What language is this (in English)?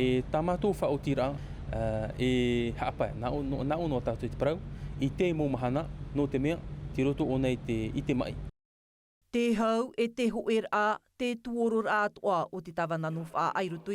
Tahitian